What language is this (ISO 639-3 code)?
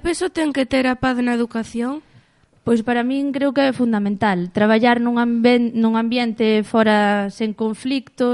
glg